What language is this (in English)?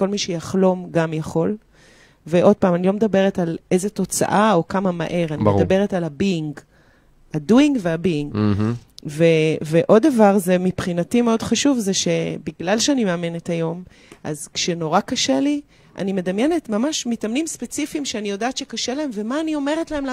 Hebrew